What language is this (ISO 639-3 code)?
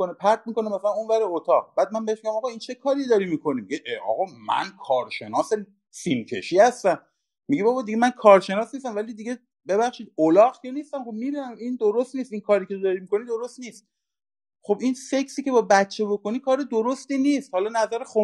fas